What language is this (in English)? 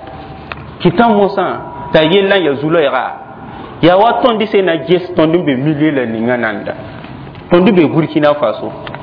Mossi